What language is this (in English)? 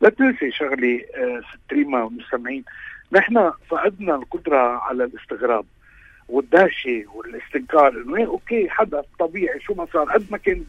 North Levantine Arabic